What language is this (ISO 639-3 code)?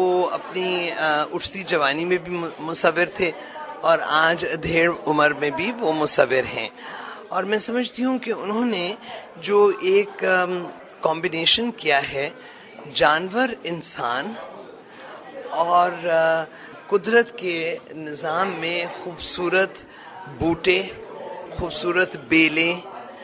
urd